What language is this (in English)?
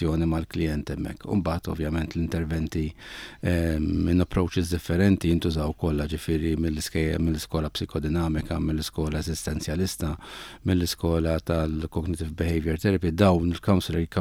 Maltese